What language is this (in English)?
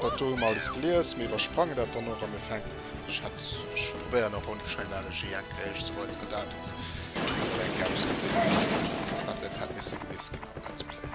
Luxembourgish